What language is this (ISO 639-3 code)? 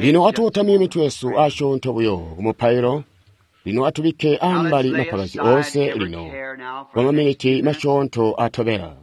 toi